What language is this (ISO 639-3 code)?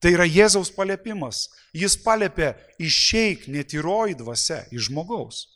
lit